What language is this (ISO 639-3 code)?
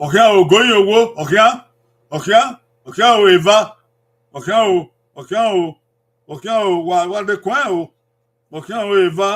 bin